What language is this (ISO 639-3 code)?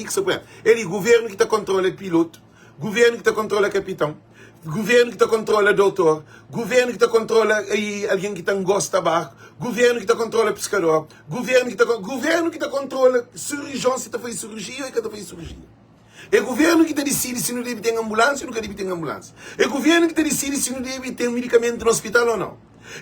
kea